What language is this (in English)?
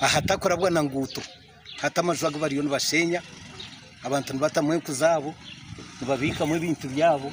Nyankole